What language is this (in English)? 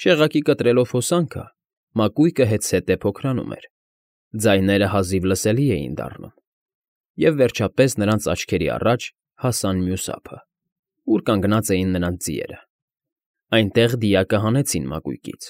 Armenian